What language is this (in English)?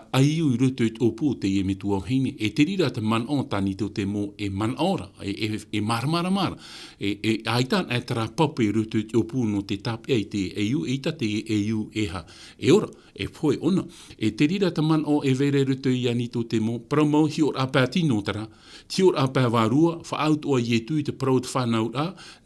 Tahitian